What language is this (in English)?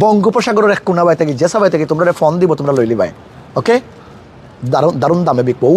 Sylheti